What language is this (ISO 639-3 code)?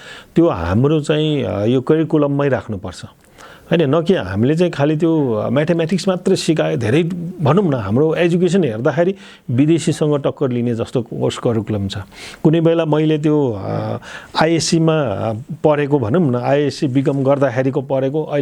nep